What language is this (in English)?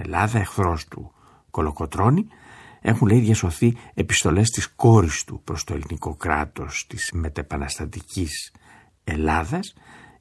Greek